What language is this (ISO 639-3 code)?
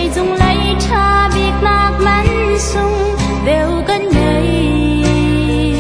cnh